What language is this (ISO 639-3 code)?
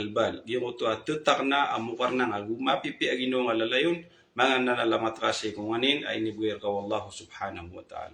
mrw